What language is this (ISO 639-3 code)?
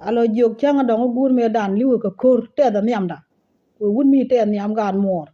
nus